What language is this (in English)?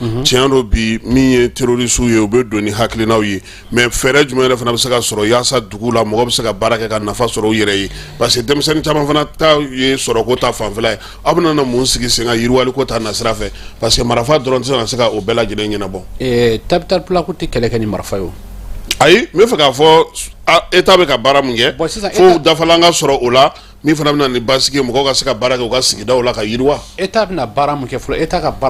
Bambara